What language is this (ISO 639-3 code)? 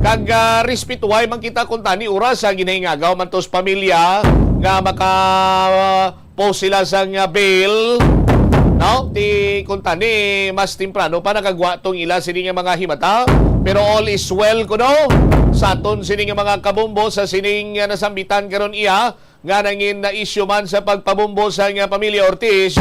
hil